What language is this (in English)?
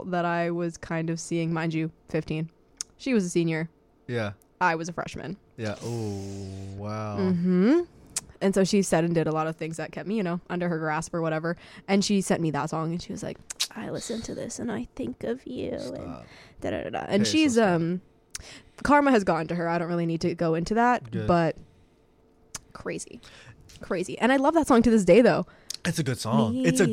English